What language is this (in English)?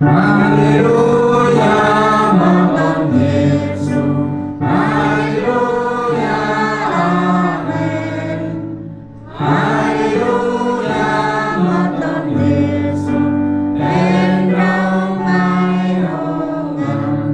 Central Mnong